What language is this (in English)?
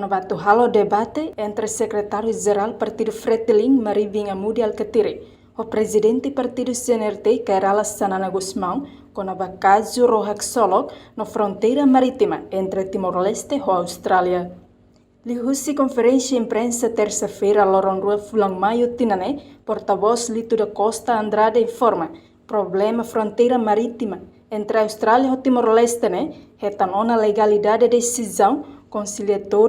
Tetum